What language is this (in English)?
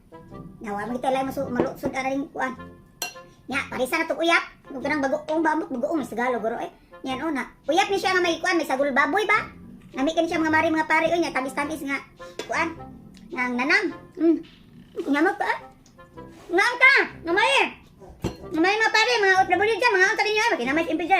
Cebuano